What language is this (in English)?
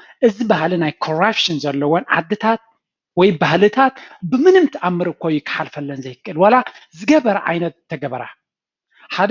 Tigrinya